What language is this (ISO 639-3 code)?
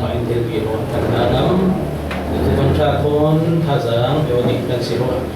cfm